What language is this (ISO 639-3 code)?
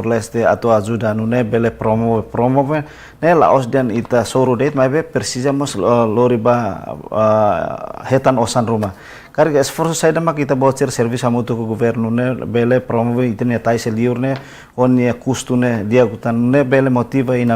tet